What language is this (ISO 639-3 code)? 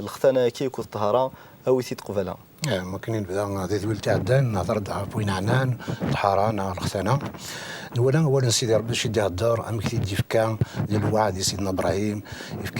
kab